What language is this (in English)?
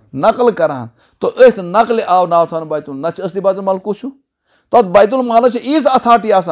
Kashmiri